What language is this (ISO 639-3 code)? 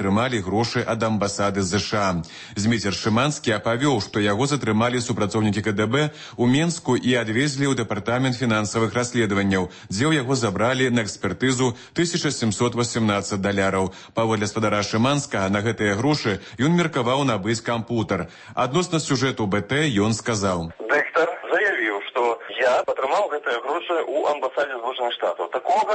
bel